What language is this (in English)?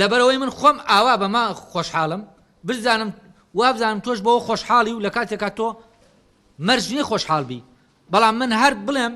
Central Kurdish